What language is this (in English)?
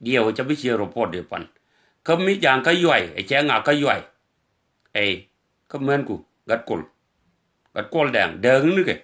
Nuer